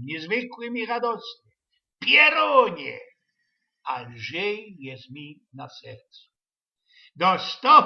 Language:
Silesian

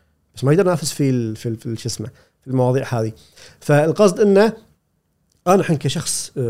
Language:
Gulf Arabic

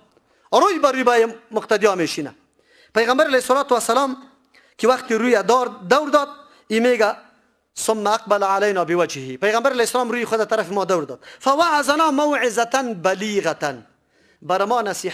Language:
Persian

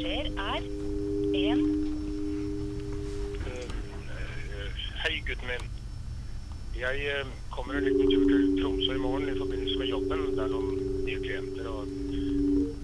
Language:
Norwegian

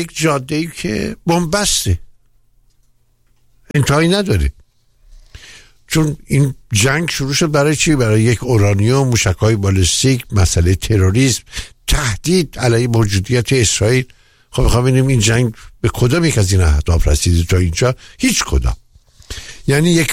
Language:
Persian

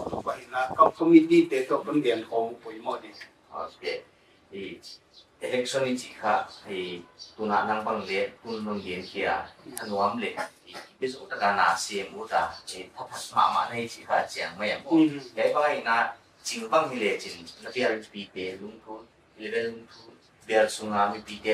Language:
Paite Chin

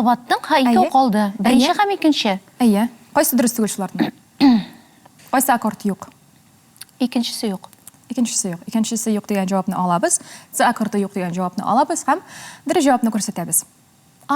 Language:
Tatar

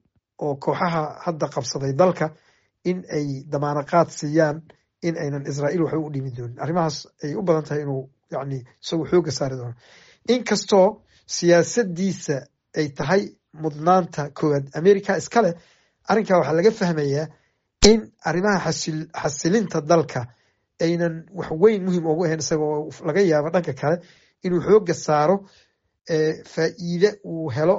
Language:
Somali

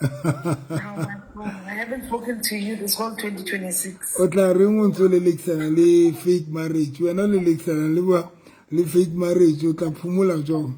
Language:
Southern Sotho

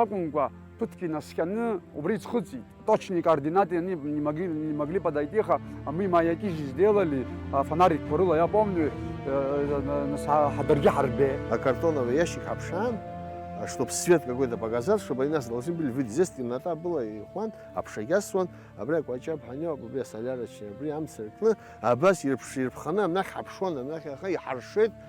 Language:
Abkhazian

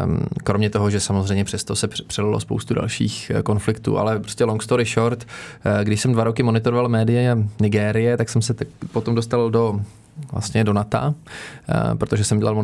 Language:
Czech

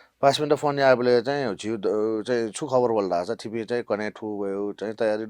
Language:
Newari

